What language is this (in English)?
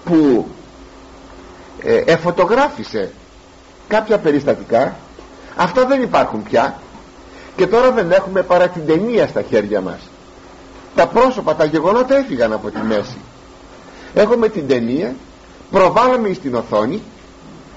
Greek